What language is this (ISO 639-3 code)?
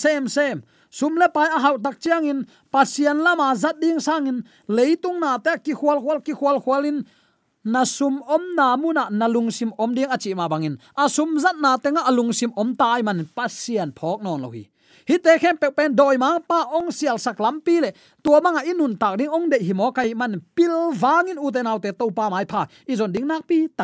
ctd